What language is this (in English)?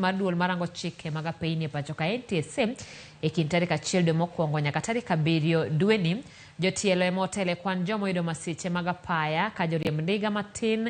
Luo (Kenya and Tanzania)